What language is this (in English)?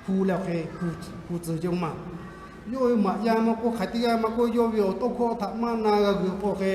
Lahu